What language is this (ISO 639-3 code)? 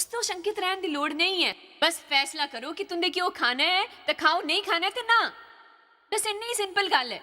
doi